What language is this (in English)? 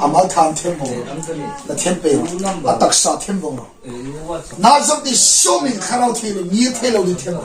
Hmar